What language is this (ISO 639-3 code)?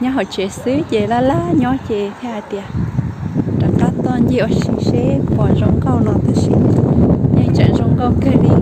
hmn